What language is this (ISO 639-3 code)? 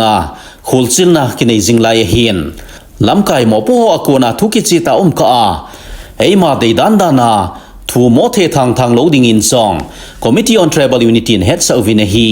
tcz